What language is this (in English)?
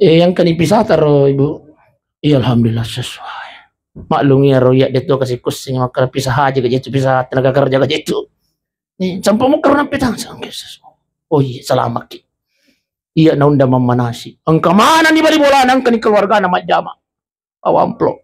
Buginese